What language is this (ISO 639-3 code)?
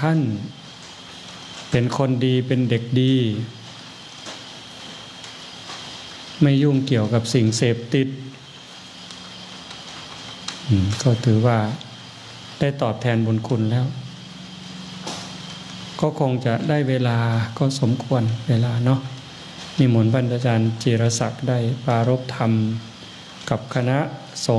tha